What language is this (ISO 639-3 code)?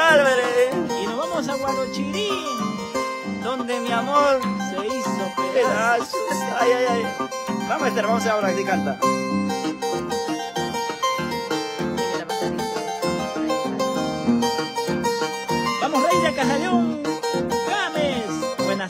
spa